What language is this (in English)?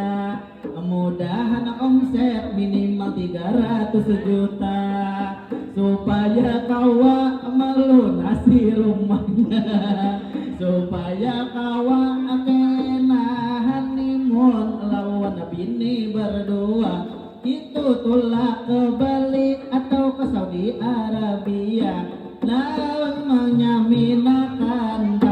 Banjar